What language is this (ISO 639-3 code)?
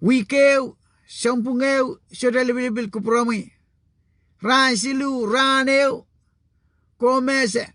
pon